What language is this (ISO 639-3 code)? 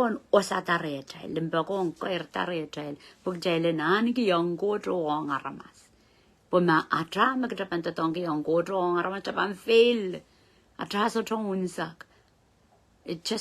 pon